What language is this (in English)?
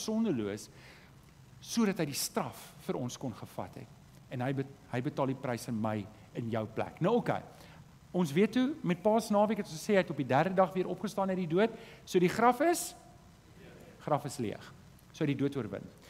Afrikaans